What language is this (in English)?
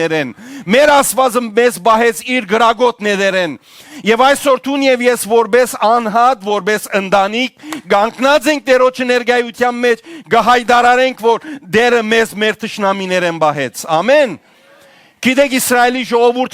Western Armenian